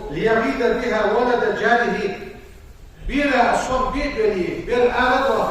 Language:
Ingush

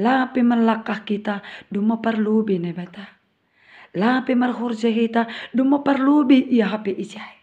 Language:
Batak Simalungun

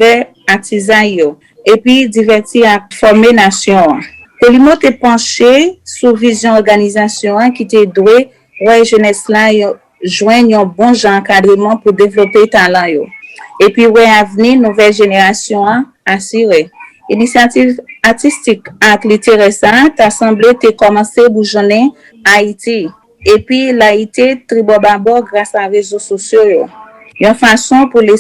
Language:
Haitian Creole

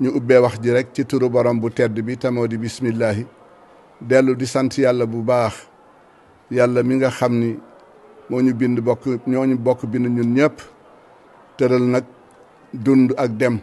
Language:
Wolof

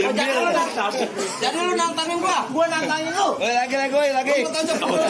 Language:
Betawi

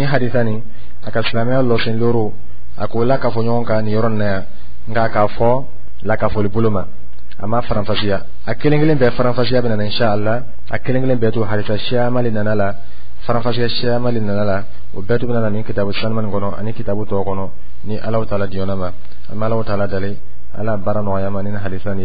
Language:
Dyula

